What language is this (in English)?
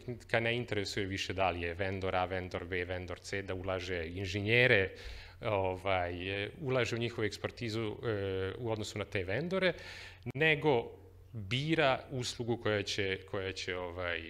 Serbian